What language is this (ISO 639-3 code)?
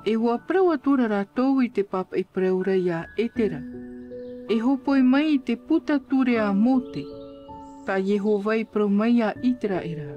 tah